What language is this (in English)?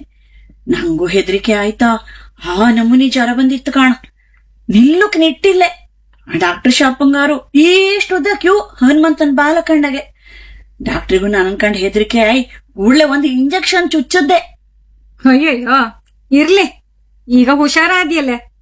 Kannada